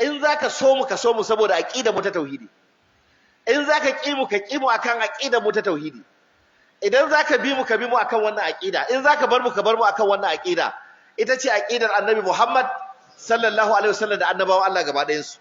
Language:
Hausa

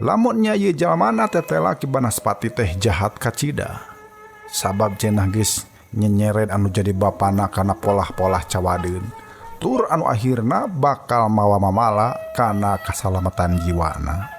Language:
Sundanese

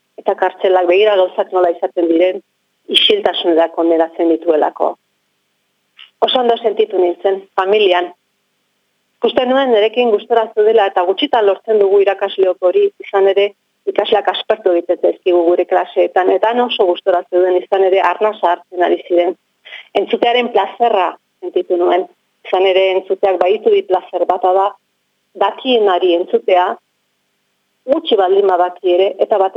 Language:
Basque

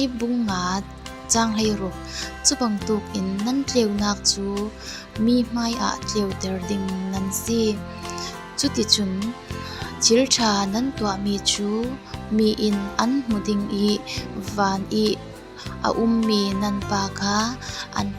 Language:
Falam Chin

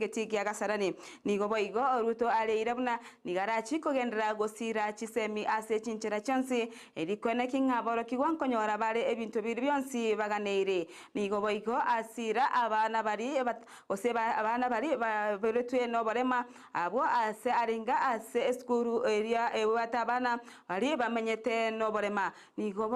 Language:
Gusii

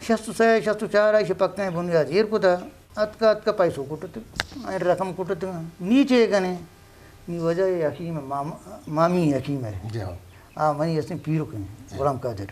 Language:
Eastern Balochi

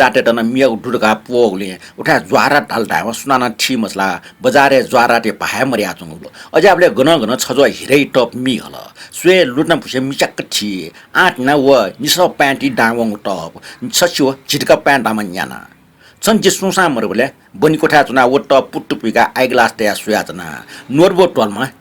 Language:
Newari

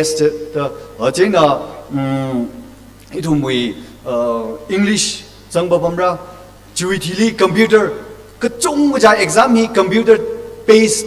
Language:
Tangkhul Naga (India)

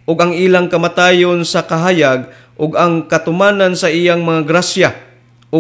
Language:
Cebuano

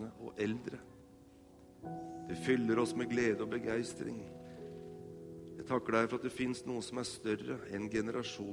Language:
Norwegian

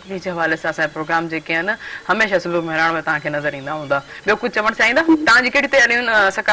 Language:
Sindhi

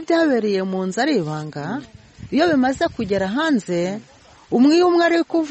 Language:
Kinyarwanda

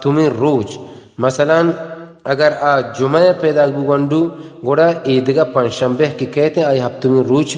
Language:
Baluchi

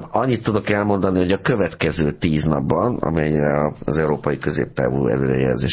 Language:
Hungarian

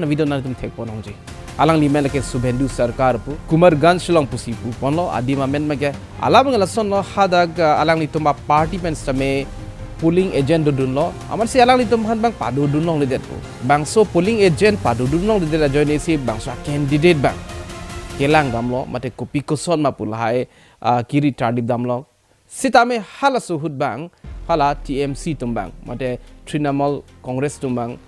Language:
Karbi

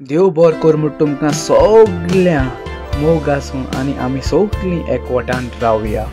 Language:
Konkani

